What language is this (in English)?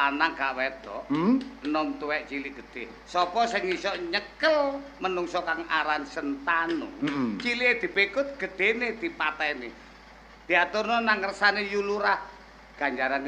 Javanese